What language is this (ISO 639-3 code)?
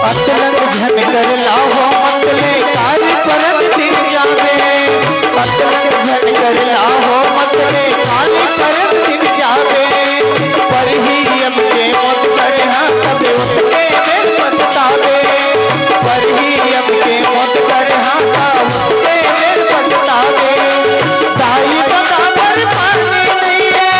hne